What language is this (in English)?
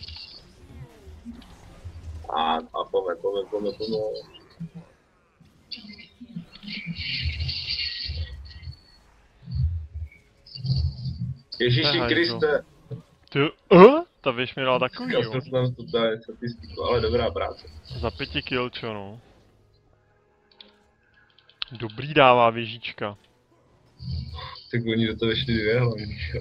Czech